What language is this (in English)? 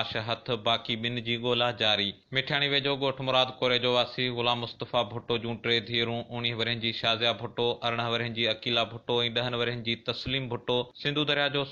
Sindhi